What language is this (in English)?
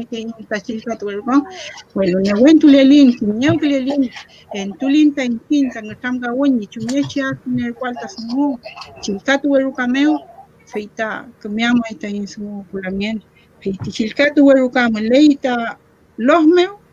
Mapuche